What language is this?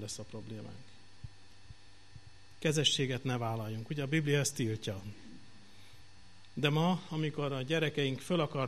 Hungarian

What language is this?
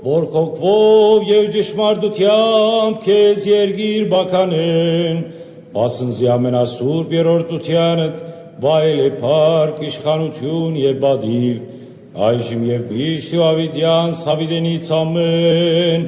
Western Armenian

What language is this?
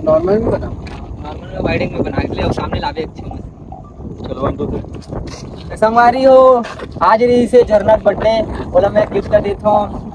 Chhattisgarhi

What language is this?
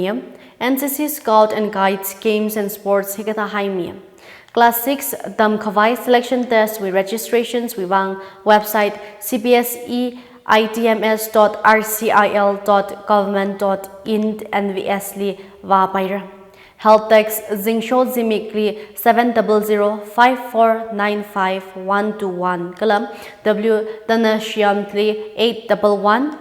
Tangkhul Naga (India)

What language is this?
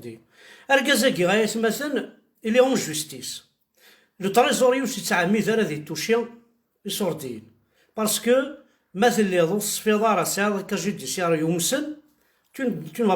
Kabyle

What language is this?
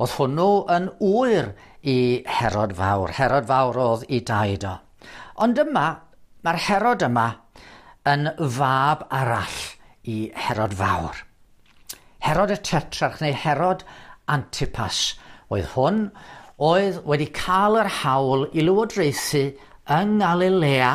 Welsh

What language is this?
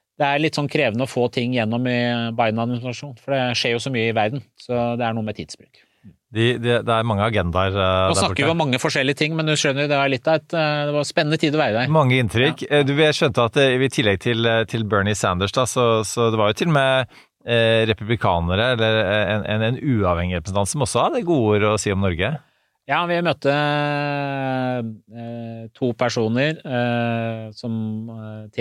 Norwegian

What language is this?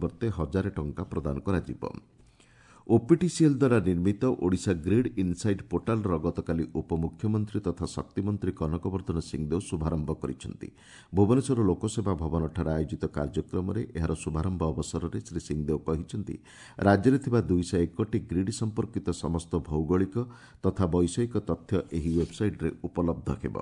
Odia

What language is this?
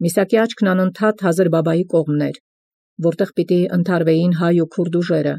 Armenian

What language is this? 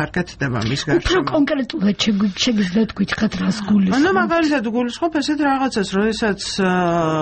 Georgian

